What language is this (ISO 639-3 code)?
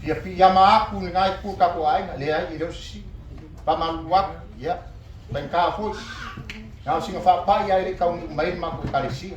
smo